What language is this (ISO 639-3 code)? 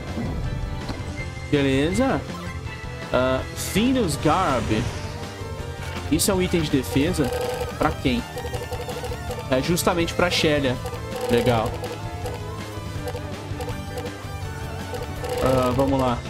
por